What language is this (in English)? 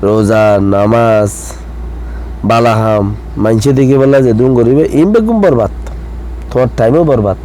Rohingya